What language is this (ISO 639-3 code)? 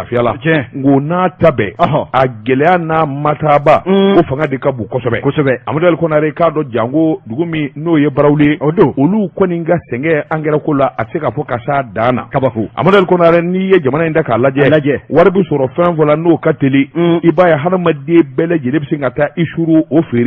bam